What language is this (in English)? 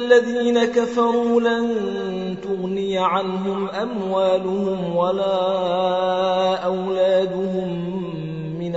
Arabic